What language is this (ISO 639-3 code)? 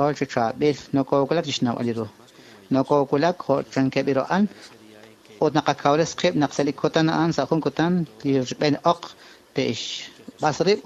kek